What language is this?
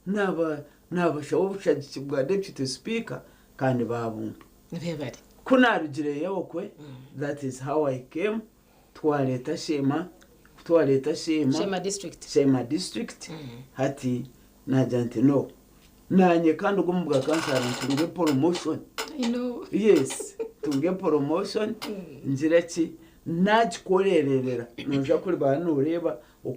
Nyankole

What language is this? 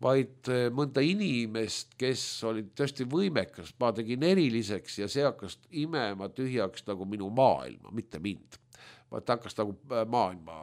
Estonian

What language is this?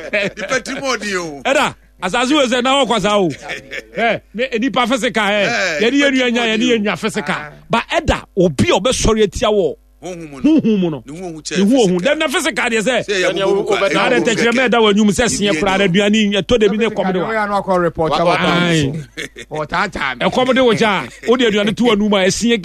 Akan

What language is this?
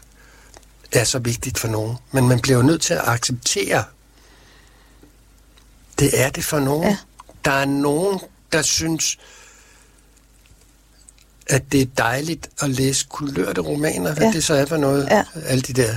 Danish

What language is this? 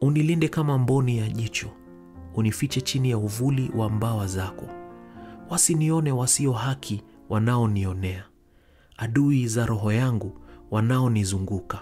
Swahili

